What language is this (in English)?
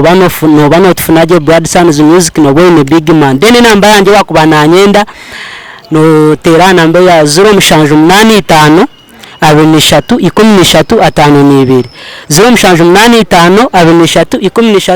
Nyankole